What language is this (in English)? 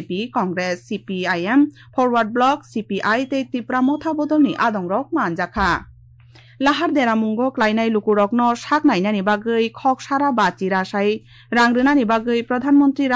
Kok Borok